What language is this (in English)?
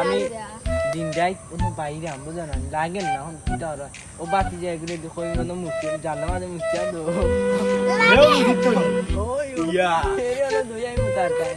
Sylheti